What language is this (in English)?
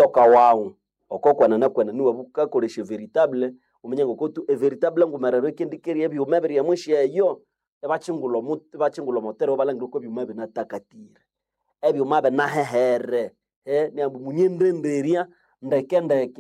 Nande